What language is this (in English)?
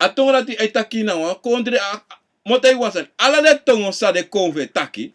Sranan Tongo